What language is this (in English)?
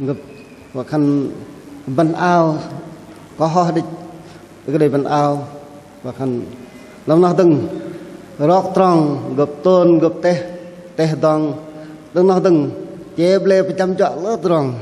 Bahnar